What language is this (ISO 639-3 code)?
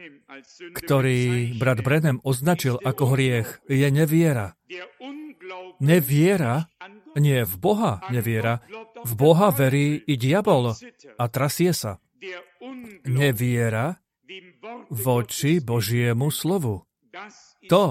slk